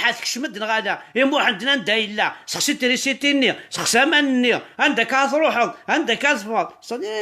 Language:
Kabyle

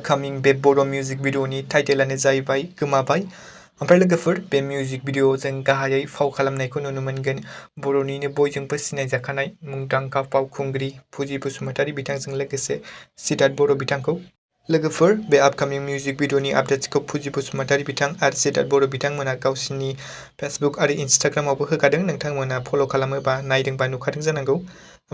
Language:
Bodo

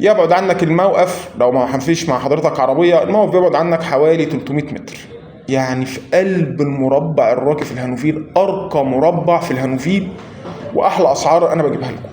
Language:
Egyptian Arabic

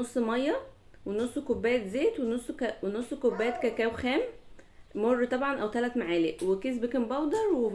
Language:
Egyptian Arabic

